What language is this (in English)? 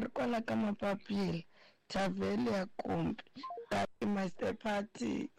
Tsonga